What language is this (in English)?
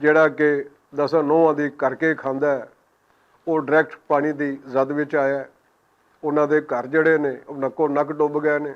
Western Panjabi